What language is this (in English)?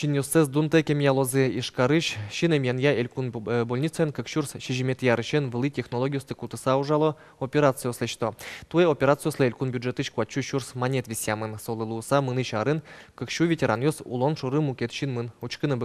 Udmurt